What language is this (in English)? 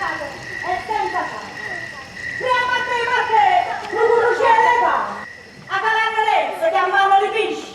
Neapolitan